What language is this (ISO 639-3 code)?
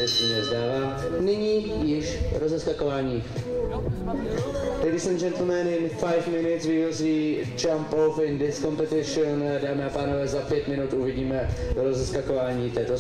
ces